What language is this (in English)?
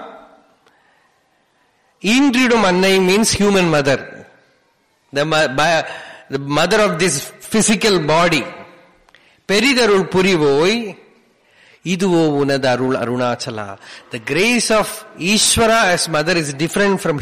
English